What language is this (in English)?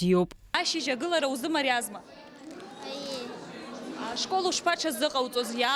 Abkhazian